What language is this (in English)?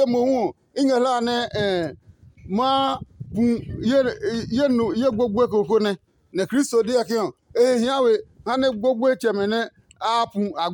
Adangme